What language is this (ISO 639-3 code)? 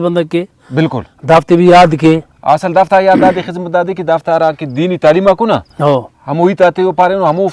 brh